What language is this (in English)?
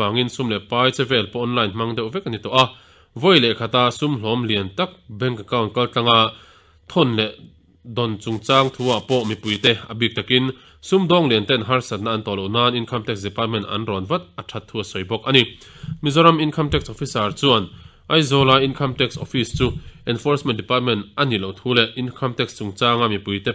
Mizo